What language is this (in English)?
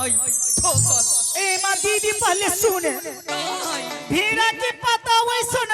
Angika